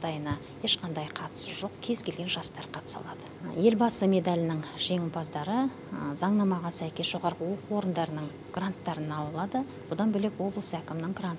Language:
Kazakh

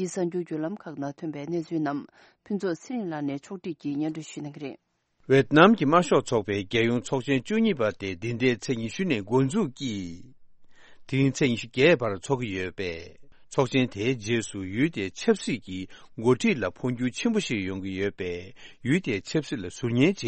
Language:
Tibetan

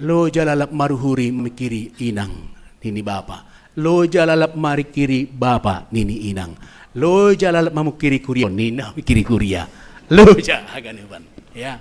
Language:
Batak Simalungun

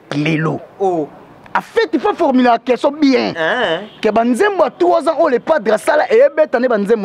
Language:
Lingala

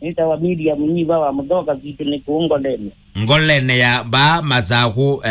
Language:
Kamba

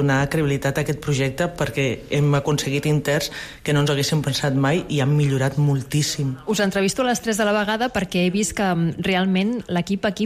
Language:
Catalan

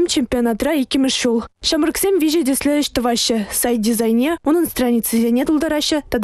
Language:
Chuvash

